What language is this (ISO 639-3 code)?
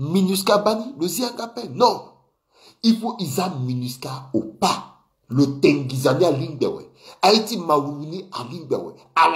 sag